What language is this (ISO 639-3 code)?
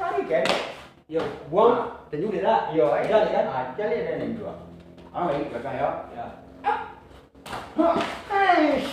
min